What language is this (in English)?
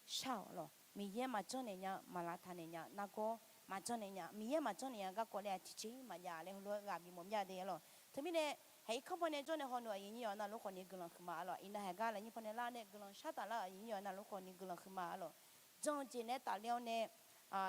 Akha